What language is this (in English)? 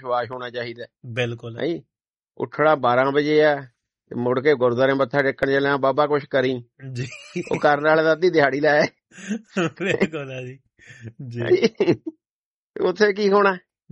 Punjabi